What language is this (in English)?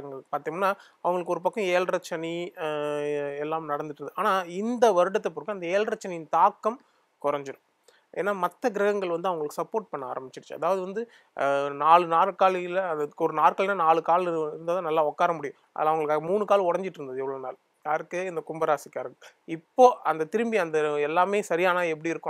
Tamil